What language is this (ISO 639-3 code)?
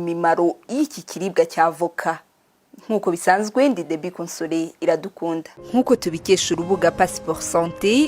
kin